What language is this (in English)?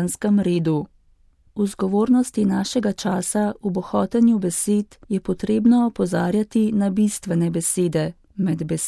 Slovenian